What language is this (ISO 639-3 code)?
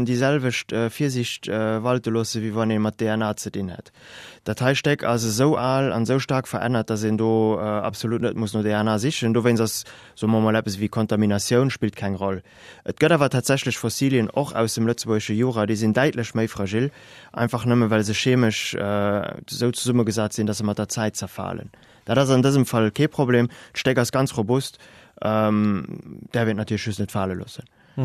ltz